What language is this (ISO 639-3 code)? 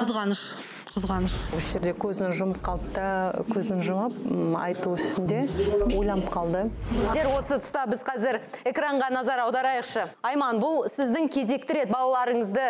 kaz